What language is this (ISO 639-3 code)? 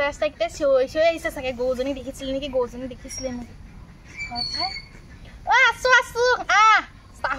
asm